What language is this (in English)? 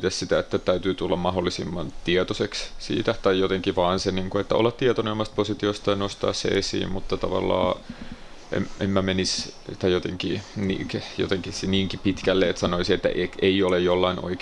Finnish